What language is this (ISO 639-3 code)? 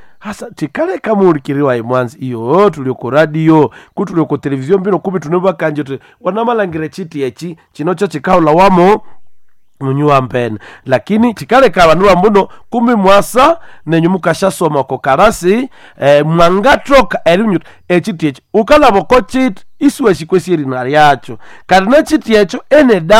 nnb